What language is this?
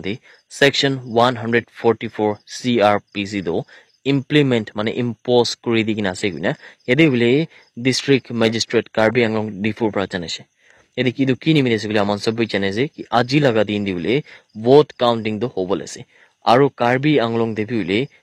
Naga Pidgin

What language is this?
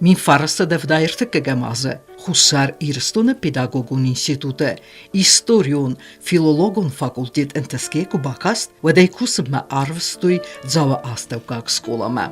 Ossetic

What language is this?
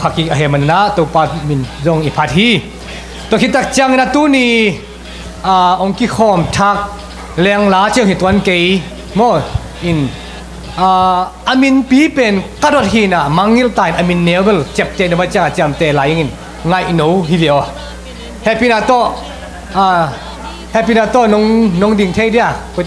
Tedim Chin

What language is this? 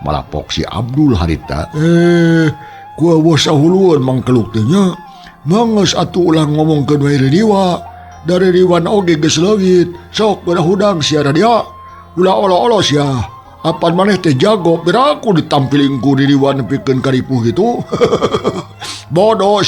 Sundanese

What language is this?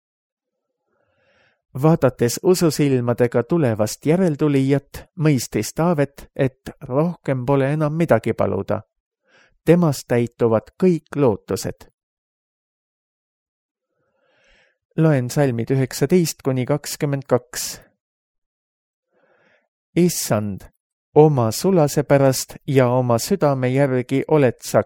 Estonian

